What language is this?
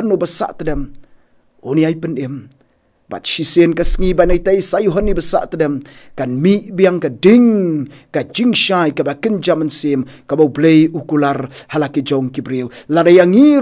Khasi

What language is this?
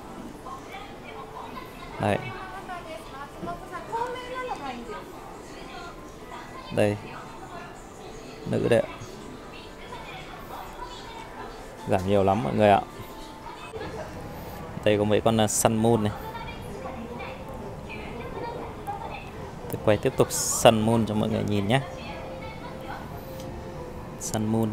Vietnamese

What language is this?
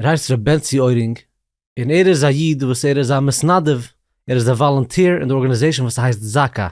Yiddish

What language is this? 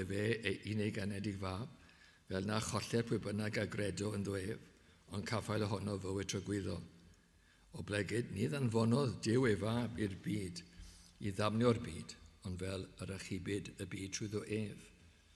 Welsh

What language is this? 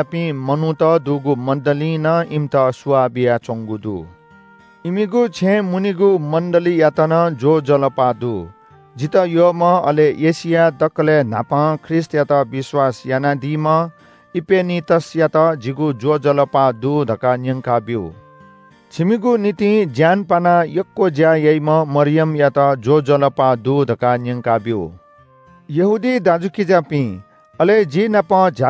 Newari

